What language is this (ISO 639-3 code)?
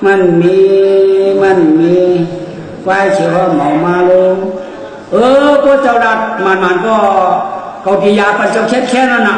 shn